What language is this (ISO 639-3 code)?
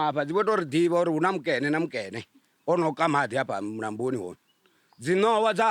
ven